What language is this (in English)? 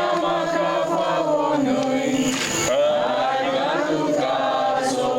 Konkani